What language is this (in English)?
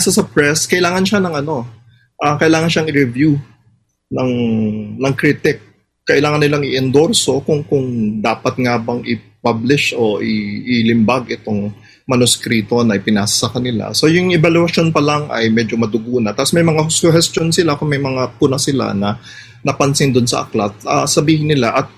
Filipino